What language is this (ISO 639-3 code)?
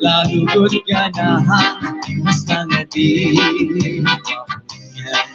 war